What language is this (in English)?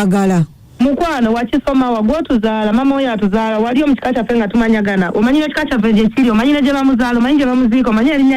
Ganda